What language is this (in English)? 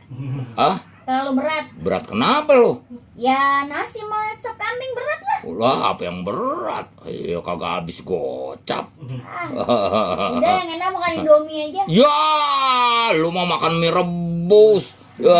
Betawi